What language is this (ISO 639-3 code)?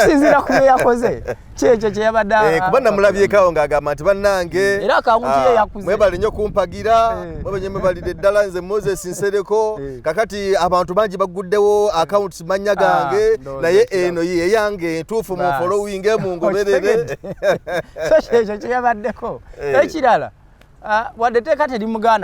lug